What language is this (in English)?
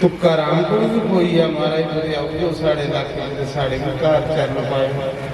Dogri